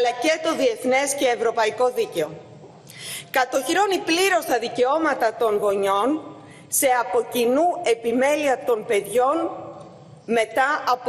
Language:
Greek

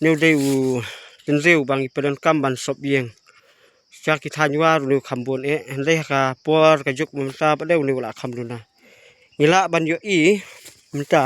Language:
Khasi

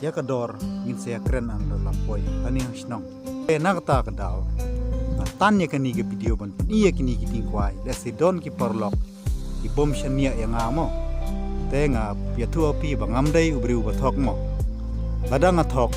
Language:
Khasi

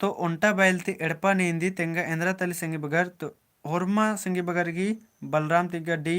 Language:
Kurukh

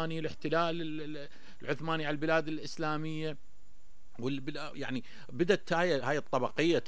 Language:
Mesopotamian Arabic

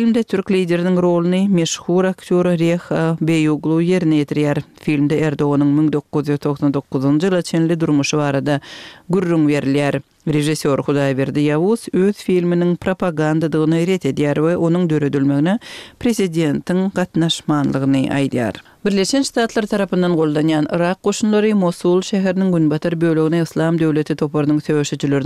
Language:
Turkmen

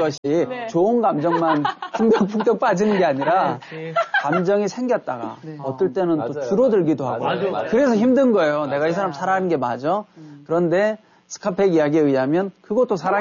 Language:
Korean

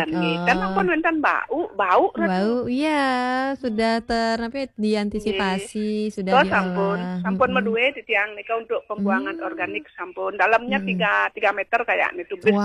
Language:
Balinese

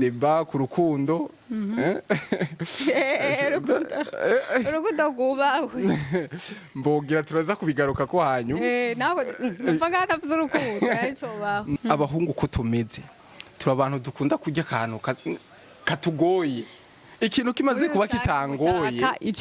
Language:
Rundi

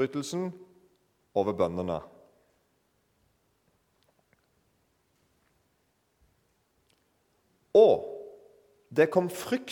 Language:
Norwegian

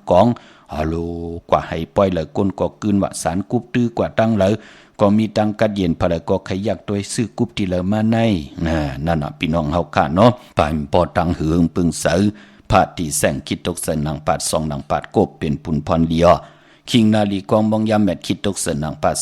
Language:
Shan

